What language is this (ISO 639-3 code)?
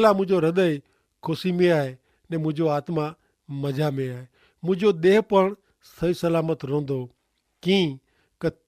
kfr